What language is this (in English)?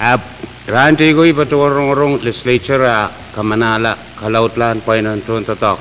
Pohnpeian